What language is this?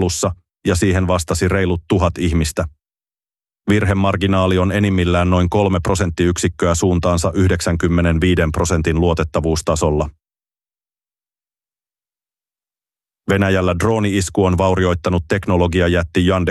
Finnish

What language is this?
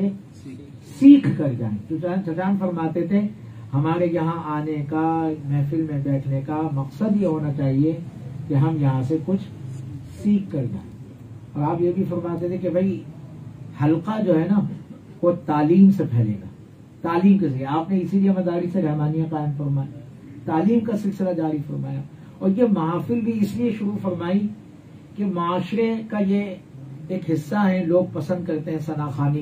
Urdu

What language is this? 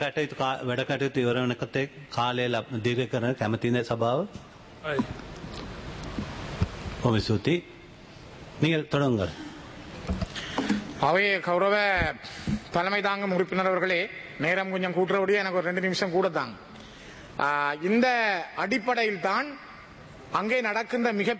Tamil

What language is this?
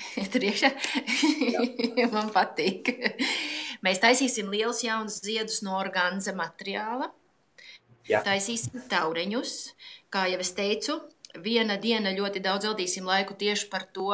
Latvian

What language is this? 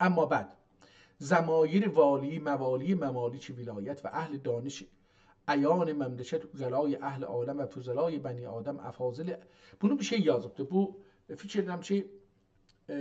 South Azerbaijani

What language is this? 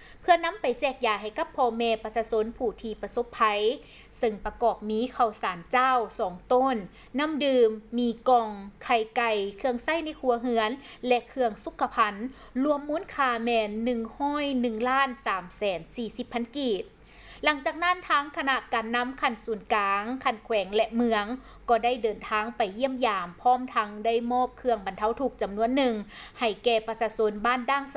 Lao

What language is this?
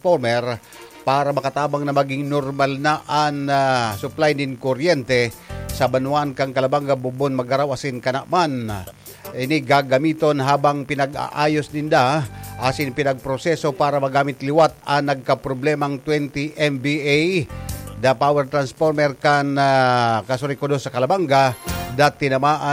Bikol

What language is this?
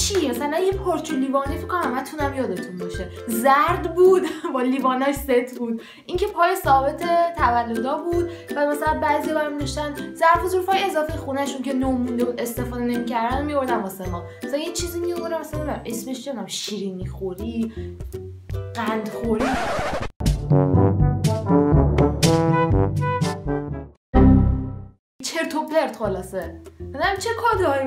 Persian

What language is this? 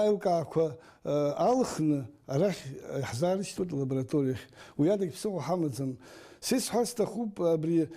Abkhazian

